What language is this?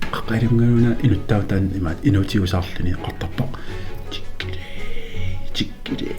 Kalaallisut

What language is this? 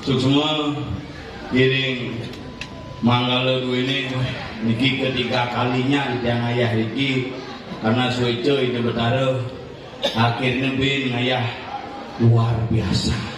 Balinese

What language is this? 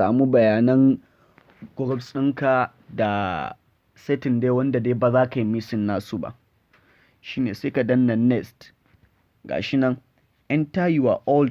Hausa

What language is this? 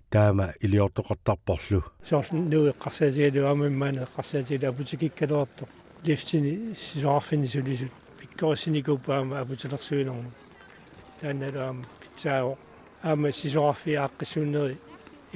Kalaallisut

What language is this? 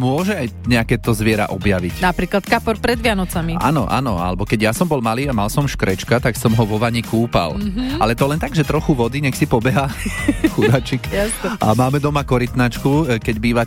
Slovak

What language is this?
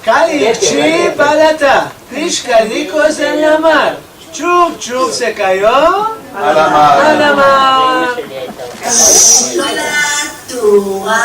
Ladino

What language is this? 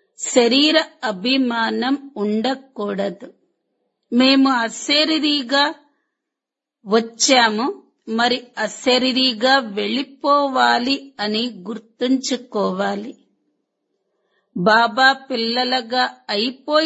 Telugu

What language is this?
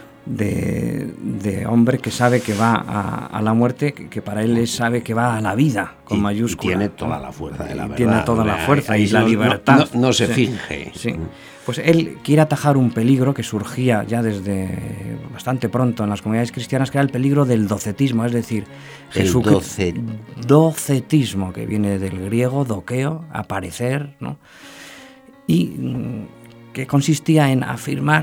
Spanish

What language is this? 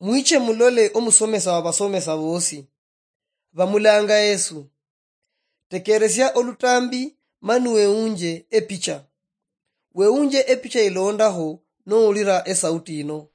Luyia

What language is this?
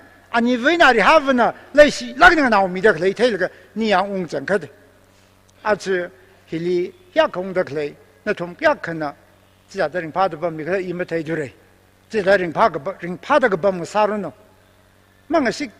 Tangkhul Naga (India)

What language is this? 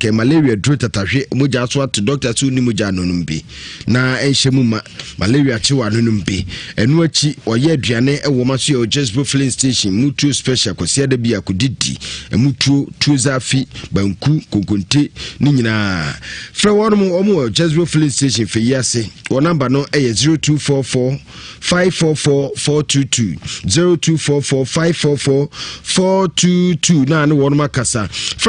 Akan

